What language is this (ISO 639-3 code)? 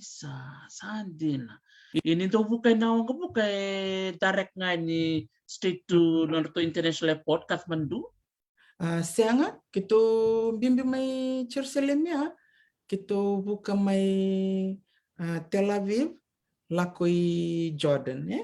fij